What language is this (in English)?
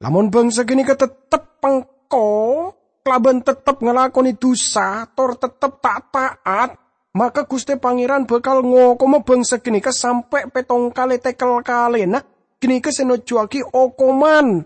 Madurese